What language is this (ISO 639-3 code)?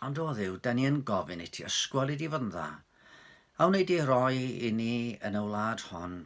cym